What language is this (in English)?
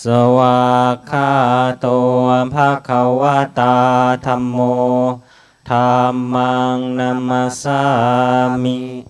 Pali